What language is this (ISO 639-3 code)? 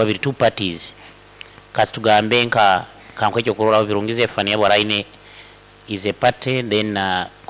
nyo